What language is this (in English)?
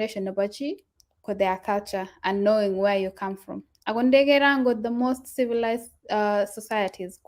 Kalenjin